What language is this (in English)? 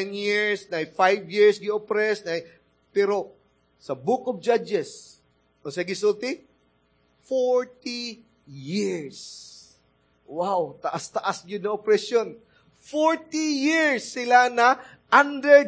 Cebuano